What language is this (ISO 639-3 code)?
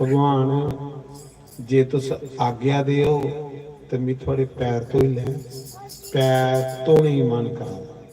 doi